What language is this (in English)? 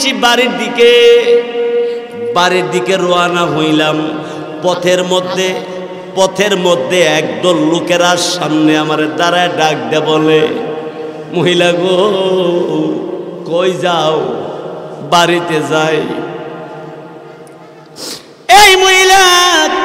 Bangla